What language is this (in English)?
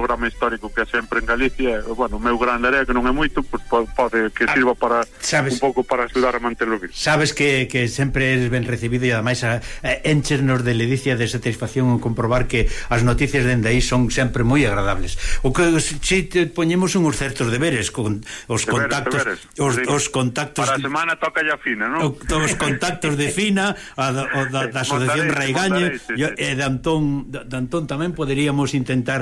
Galician